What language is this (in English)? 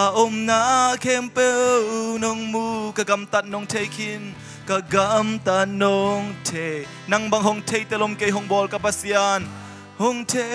Tedim Chin